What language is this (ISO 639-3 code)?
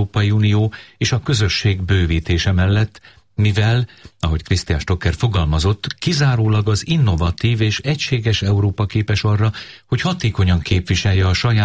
hun